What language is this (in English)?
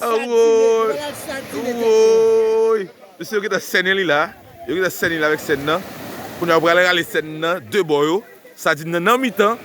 Haitian Creole